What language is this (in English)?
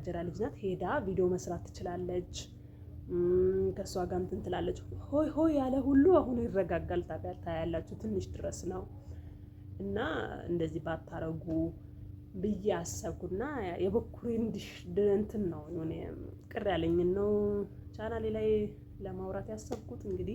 Amharic